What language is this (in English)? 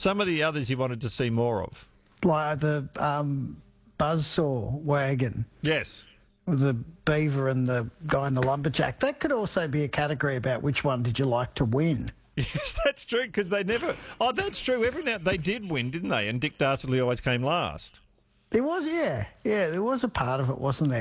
English